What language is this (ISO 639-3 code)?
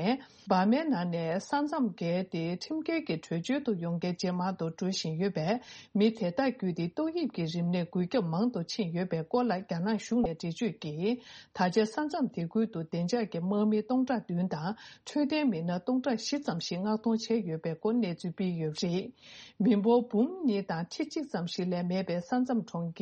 bod